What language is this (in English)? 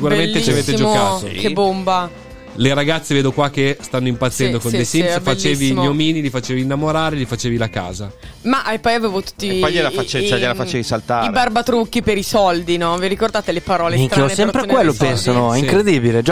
Italian